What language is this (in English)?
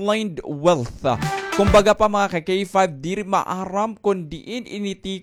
Waray